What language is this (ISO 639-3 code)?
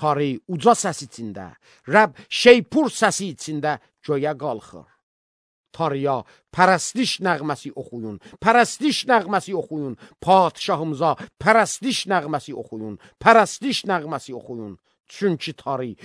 aze